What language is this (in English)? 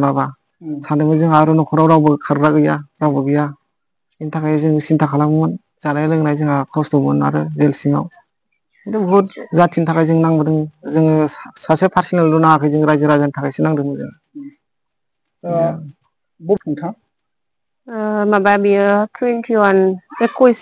Bodo